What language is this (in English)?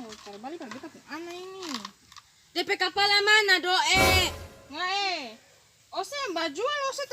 Ambonese Malay